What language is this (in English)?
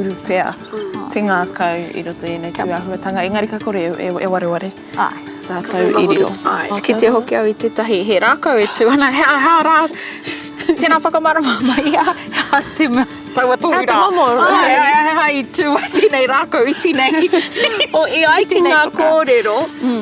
Māori